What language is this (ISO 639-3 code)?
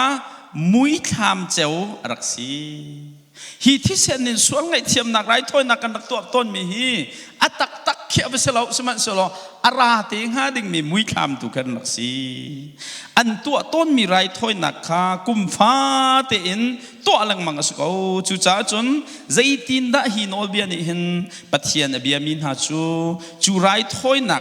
cnh